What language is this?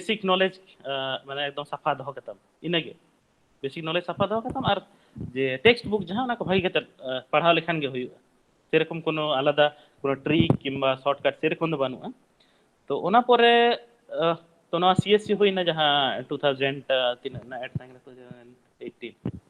Santali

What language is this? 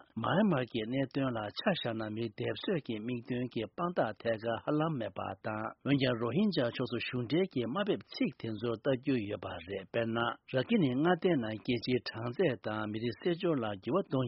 Tibetan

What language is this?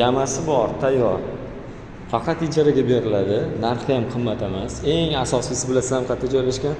Uzbek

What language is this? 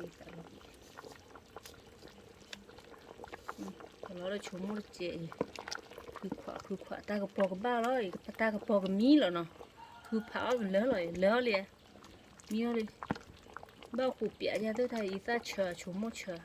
S'gaw Karen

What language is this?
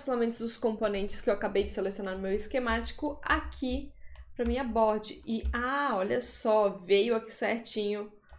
Portuguese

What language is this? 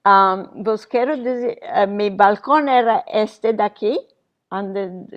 Ladino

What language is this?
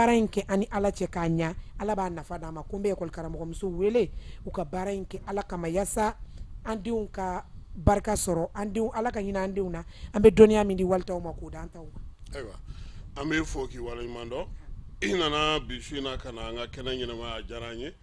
Bambara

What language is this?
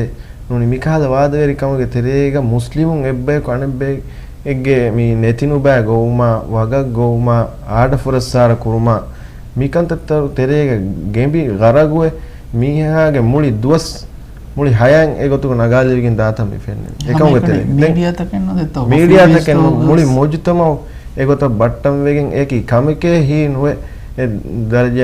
Divehi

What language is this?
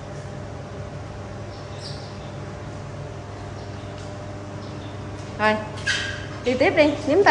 Vietnamese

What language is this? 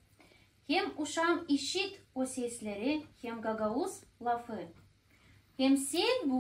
Gagauz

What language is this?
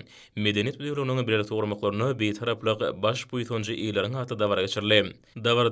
Turkmen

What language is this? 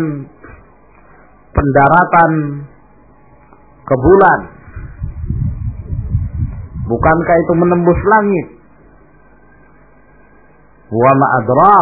Indonesian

